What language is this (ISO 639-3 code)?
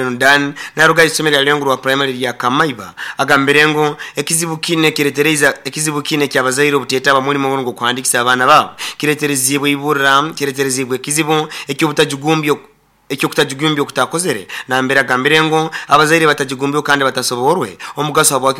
nyo